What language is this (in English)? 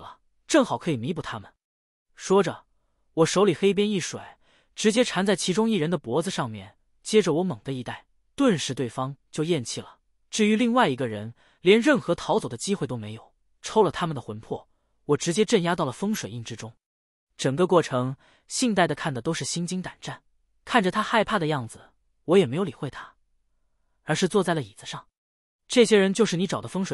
Chinese